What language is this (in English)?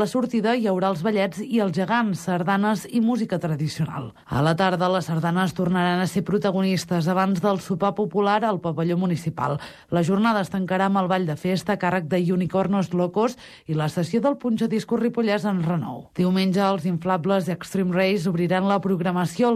Catalan